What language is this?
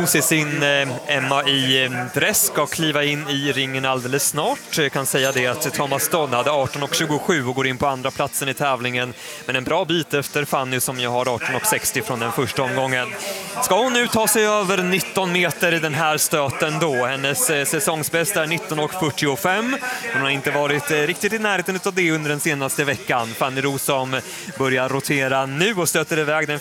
Swedish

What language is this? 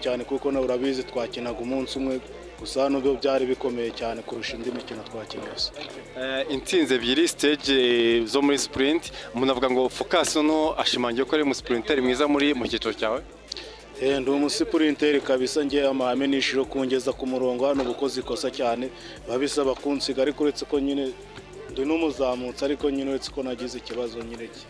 Kinyarwanda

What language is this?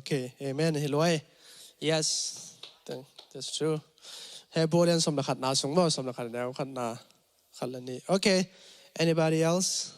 Tedim Chin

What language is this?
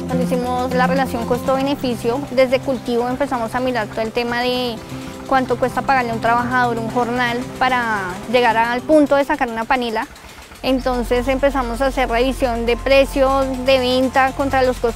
Spanish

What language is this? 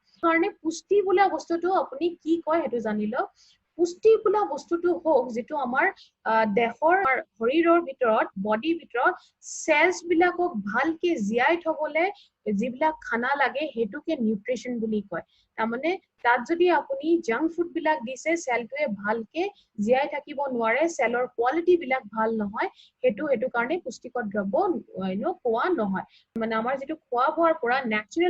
Assamese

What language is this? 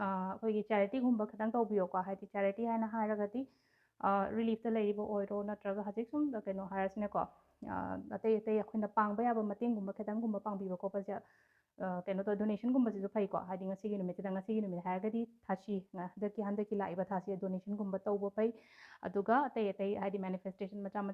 Manipuri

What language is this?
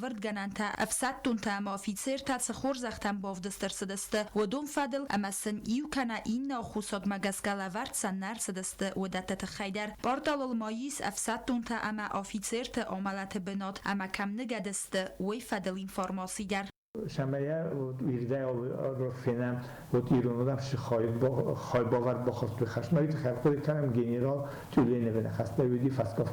Ossetic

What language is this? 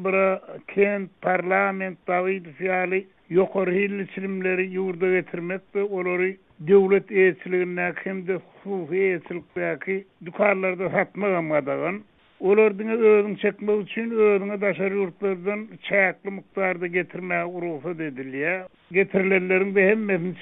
Turkmen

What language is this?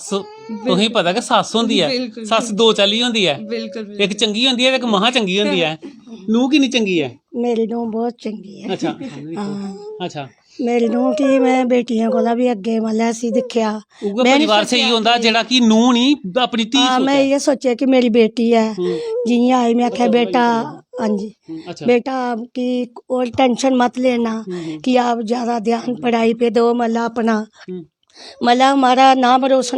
Dogri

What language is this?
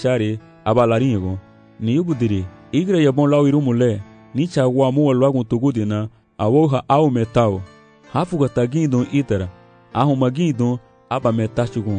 Garifuna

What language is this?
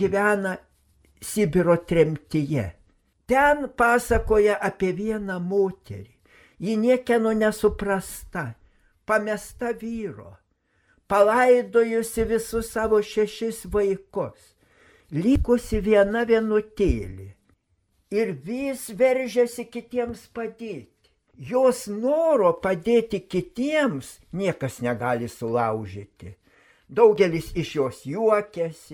Lithuanian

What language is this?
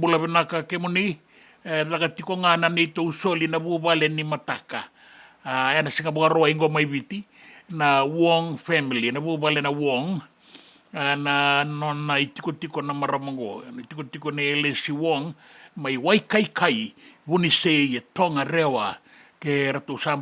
Fijian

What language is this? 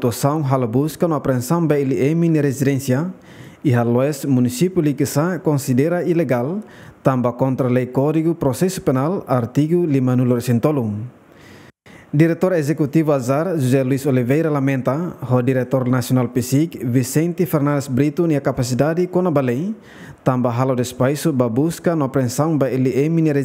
Tetum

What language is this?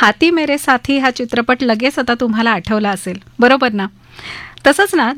Marathi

